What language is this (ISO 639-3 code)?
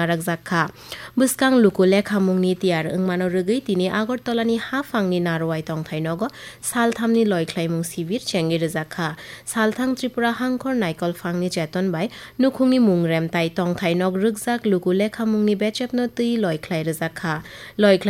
trp